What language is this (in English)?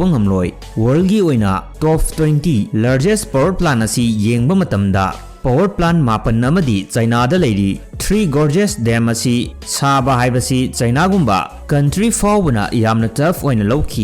Manipuri